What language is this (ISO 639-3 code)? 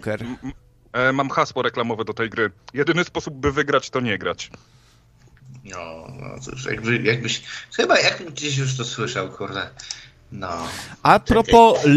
pol